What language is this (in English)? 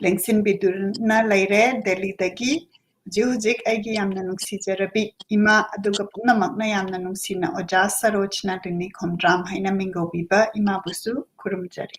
Manipuri